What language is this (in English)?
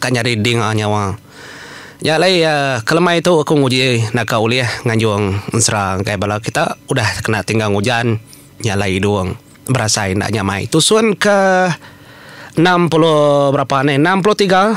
Iban